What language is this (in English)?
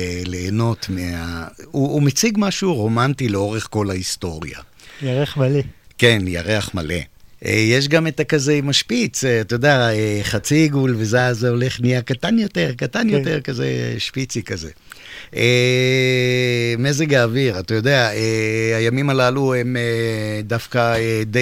Hebrew